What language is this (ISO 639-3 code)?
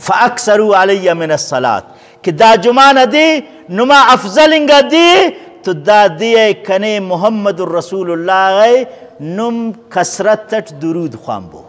brh